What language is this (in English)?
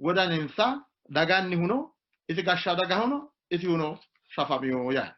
Sidamo